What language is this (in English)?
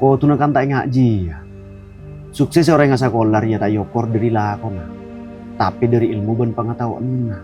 Madurese